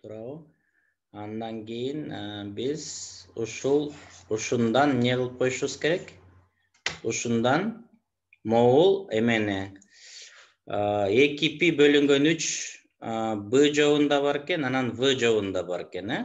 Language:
Kyrgyz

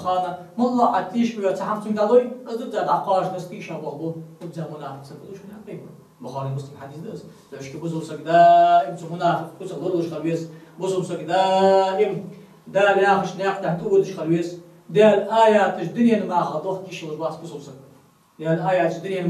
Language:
Ingush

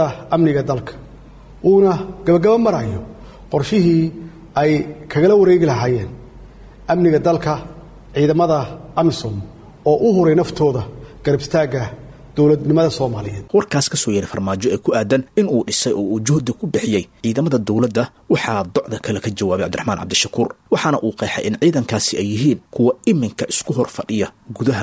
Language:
Somali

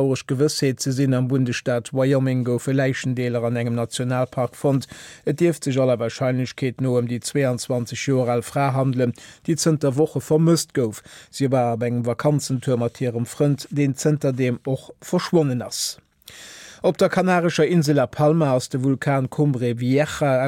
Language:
Luxembourgish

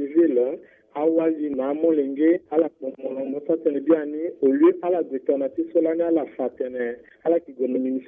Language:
Sango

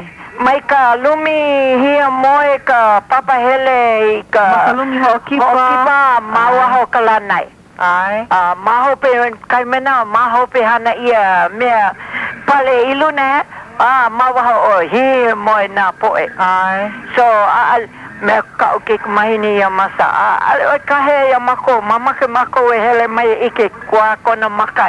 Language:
Hawaiian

